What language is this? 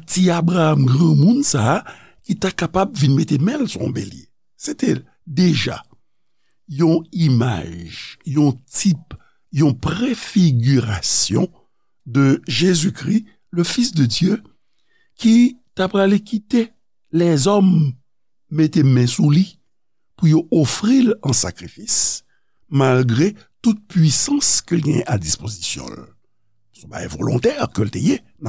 Haitian Creole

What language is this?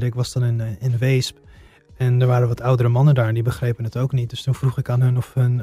Dutch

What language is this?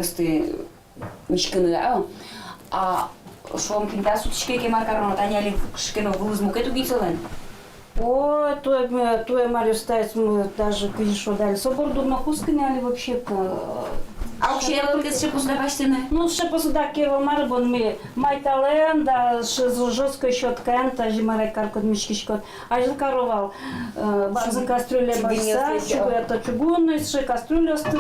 Udmurt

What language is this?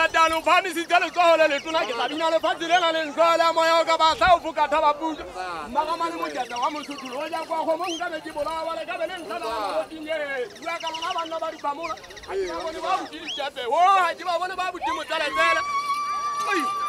Southern Sotho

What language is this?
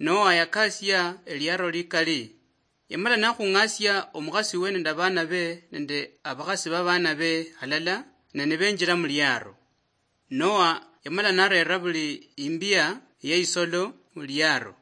Luyia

